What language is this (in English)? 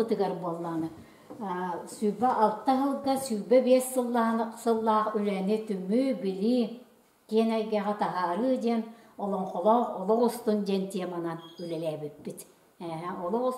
Yakut